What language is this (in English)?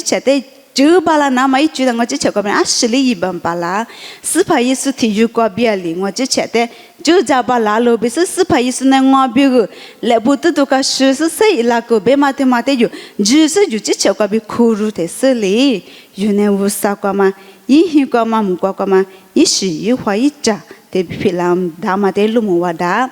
Lisu